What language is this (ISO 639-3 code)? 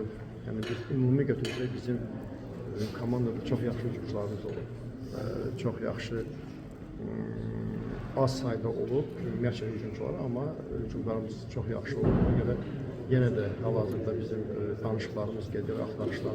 aze